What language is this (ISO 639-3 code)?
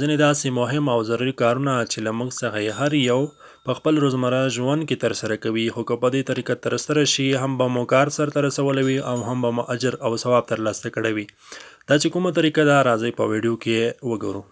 pus